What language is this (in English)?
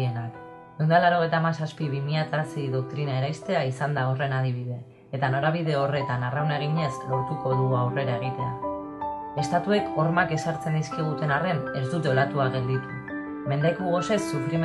Basque